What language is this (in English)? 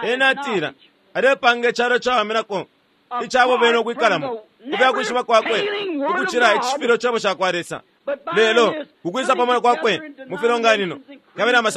Bemba